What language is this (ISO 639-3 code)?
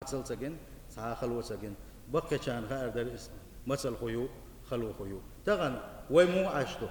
che